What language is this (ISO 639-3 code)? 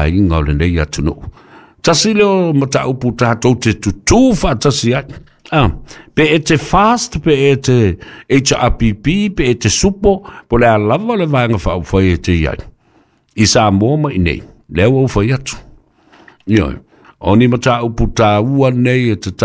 smo